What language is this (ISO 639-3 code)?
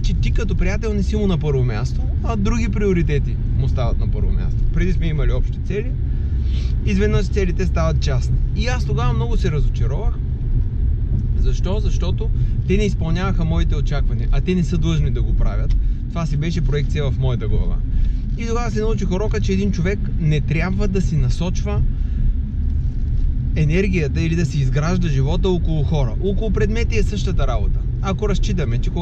bul